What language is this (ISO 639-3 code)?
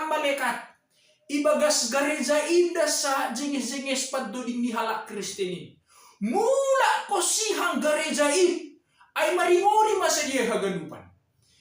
bts